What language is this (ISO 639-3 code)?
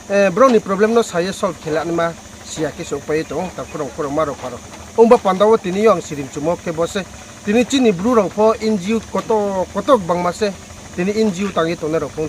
ria